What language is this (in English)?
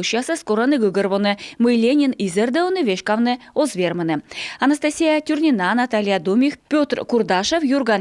Komi